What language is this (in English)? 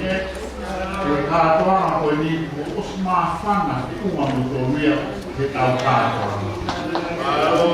Tongan